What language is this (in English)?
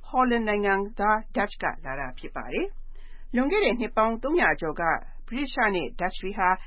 Burmese